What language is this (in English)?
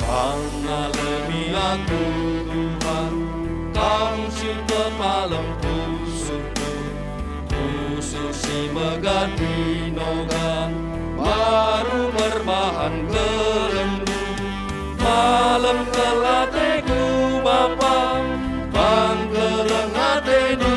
Batak Karo